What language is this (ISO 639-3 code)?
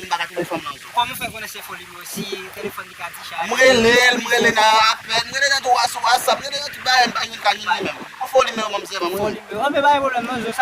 hat